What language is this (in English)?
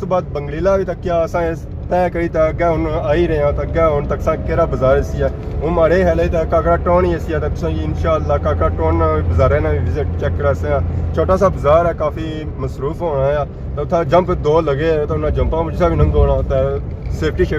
Pahari-Potwari